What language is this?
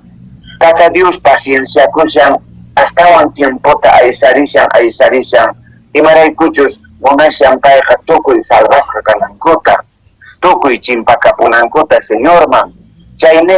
Quechua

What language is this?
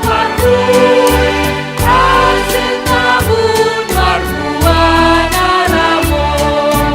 Batak Simalungun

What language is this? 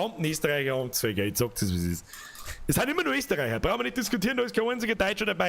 Bavarian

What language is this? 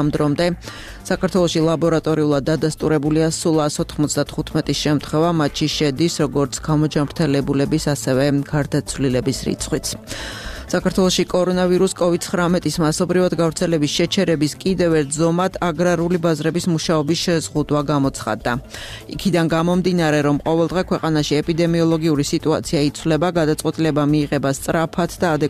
Georgian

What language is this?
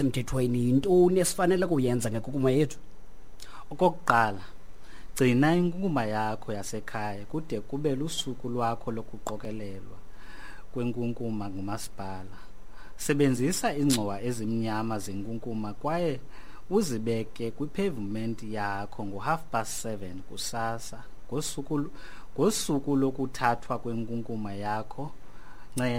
Xhosa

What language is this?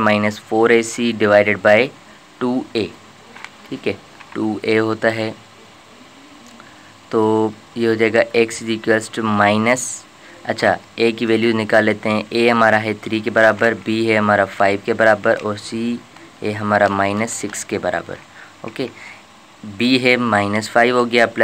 Hindi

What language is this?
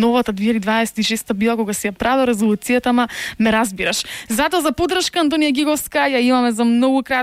Macedonian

